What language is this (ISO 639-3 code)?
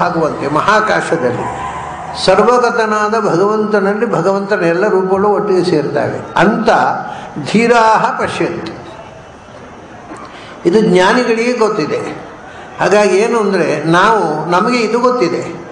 kan